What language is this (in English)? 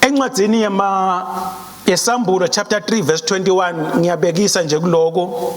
Swati